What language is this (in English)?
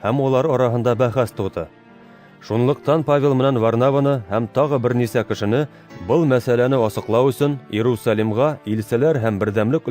Bashkir